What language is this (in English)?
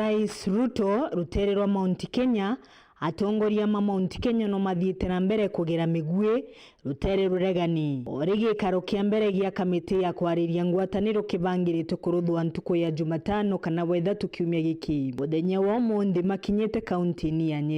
Meru